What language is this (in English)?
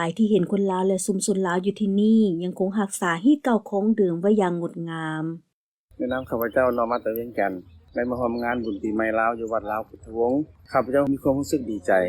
Lao